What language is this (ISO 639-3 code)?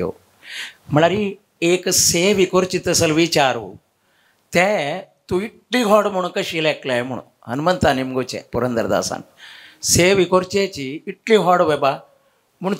kok